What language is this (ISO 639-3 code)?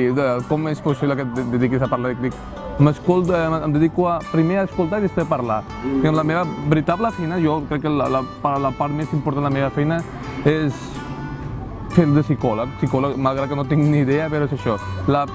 cat